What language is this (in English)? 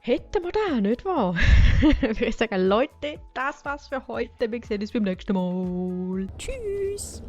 Swiss German